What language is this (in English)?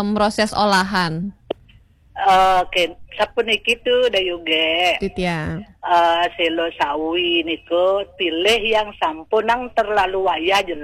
Balinese